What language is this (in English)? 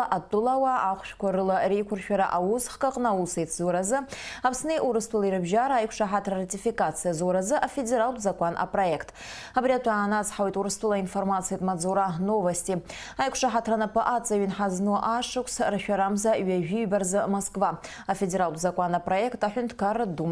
Abkhazian